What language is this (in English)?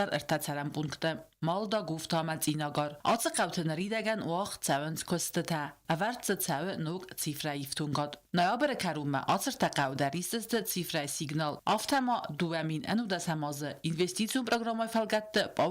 Ossetic